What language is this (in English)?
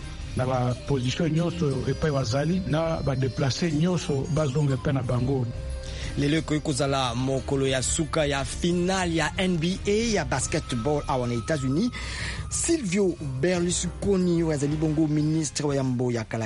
Lingala